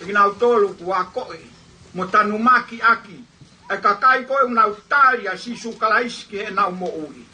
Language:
Tongan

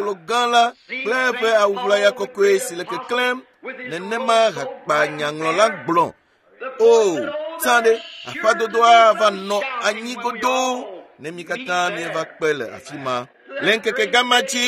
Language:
Ewe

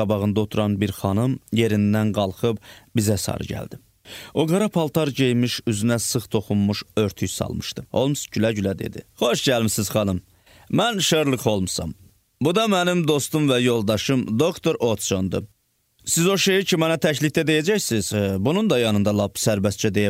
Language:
Azerbaijani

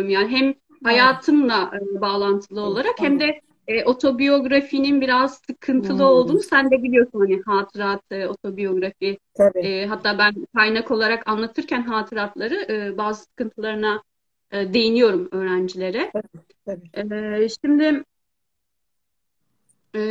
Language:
Turkish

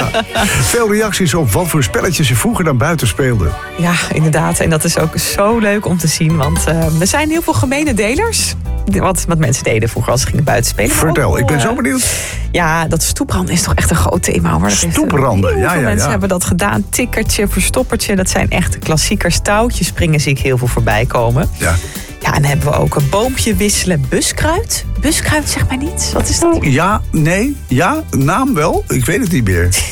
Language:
Dutch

